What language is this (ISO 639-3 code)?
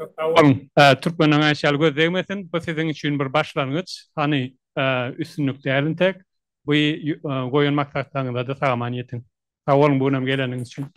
tuk